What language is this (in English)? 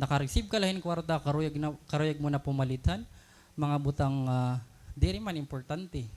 Waray